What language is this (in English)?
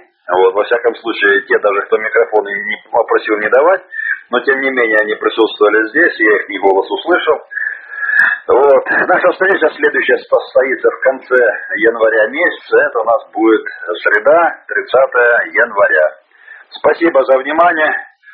Russian